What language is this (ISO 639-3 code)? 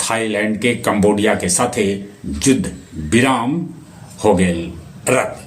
mag